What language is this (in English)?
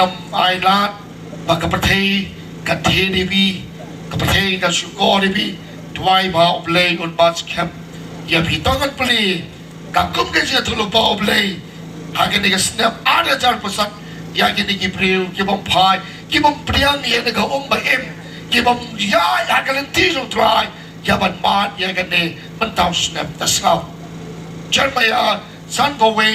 Khasi